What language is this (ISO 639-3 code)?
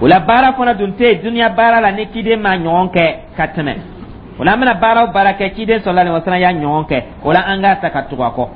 dyu